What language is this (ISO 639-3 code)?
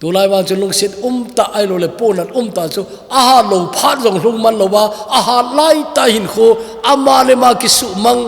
tcz